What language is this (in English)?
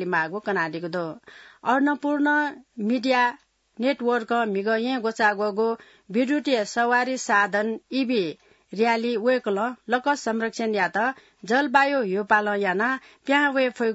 Newari